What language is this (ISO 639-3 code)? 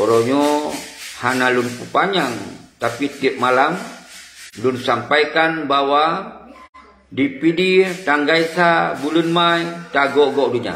ace